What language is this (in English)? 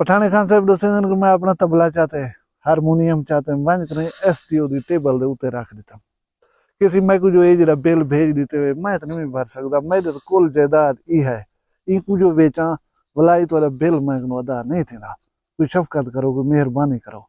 Saraiki